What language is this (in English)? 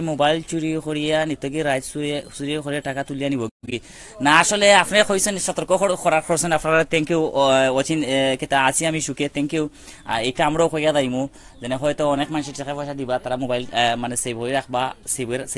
Sylheti